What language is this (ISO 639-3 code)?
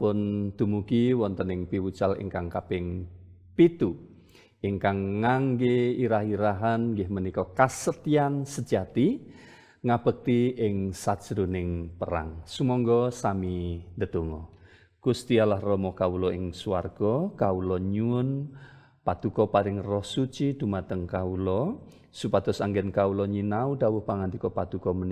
jav